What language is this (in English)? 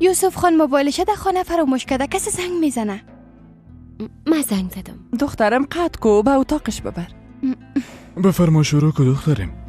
Persian